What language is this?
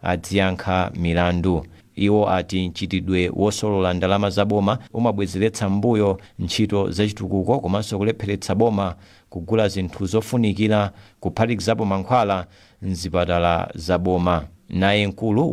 Nyanja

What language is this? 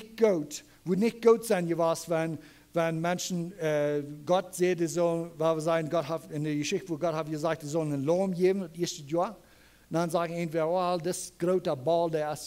Plautdietsch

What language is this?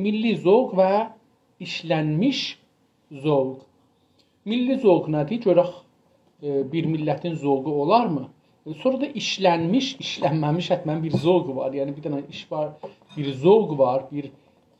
South Azerbaijani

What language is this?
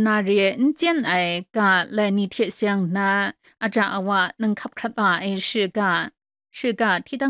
Kachin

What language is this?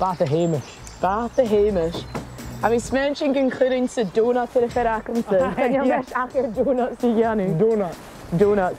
Scottish Gaelic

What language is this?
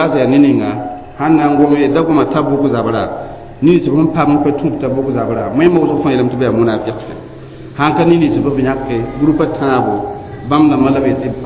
Mossi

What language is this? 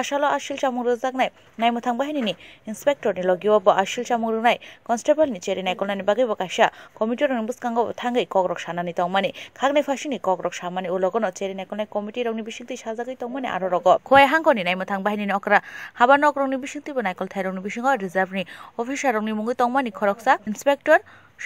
Kok Borok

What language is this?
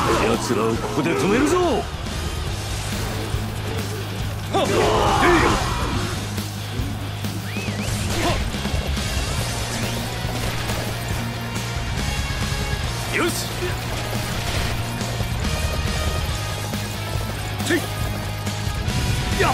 Japanese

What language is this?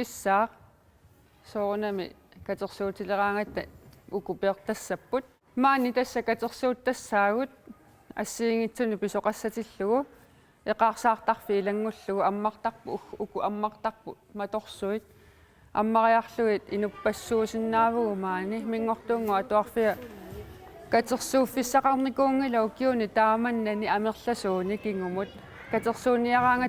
Kalaallisut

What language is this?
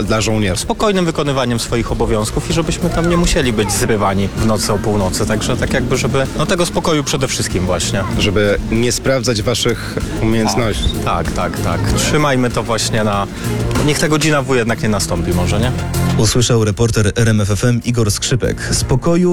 Polish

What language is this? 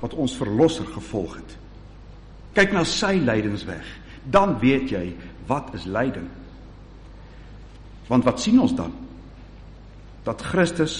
Afrikaans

